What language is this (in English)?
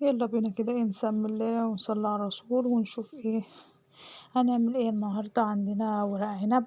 Egyptian Arabic